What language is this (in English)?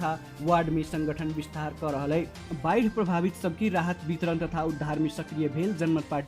Maithili